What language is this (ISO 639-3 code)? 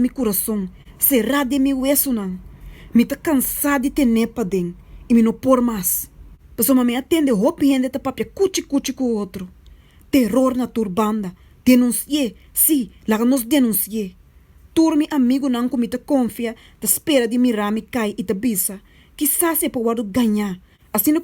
pap